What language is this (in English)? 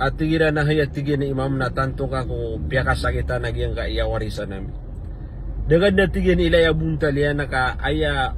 Maranao